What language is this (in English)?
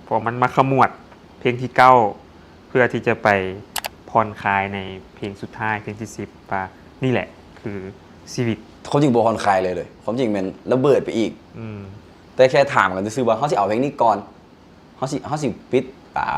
Lao